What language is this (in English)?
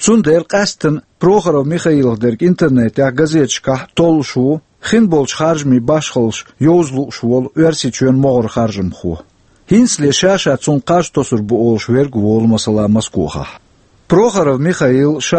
Chechen